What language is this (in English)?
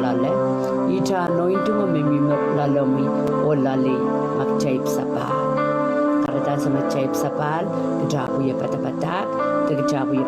Pohnpeian